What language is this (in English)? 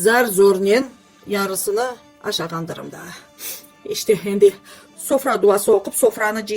Crimean Tatar